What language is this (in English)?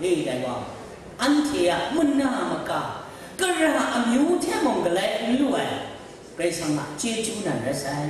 Kachin